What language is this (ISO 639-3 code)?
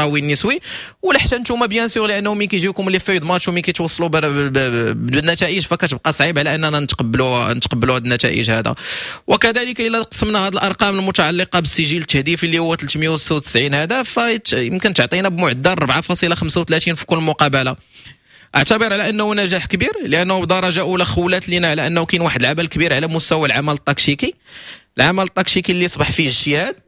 ary